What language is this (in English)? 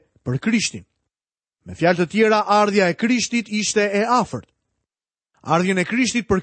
Albanian